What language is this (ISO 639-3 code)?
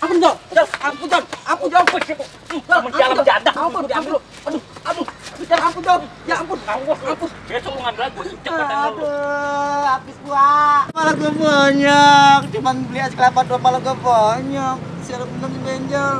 bew